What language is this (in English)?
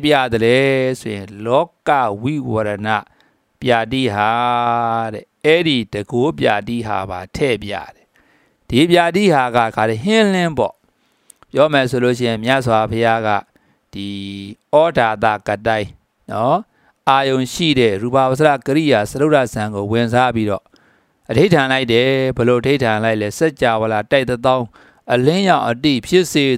Burmese